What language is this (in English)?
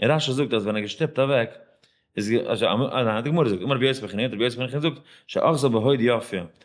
Yiddish